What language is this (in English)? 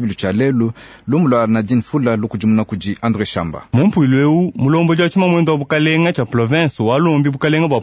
Luba-Lulua